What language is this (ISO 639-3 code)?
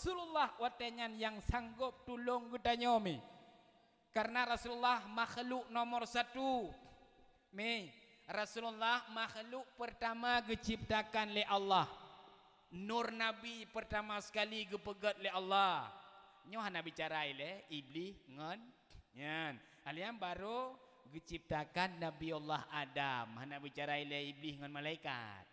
ace